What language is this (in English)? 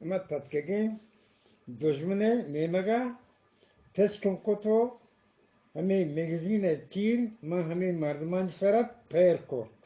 Eastern Balochi